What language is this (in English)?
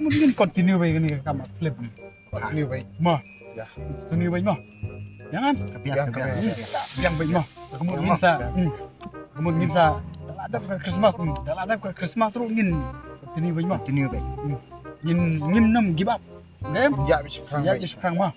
Khasi